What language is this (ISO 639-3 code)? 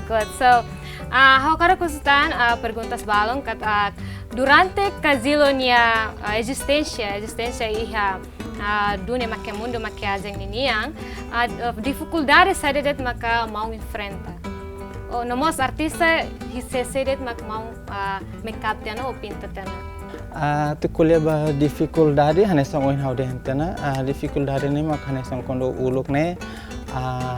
tet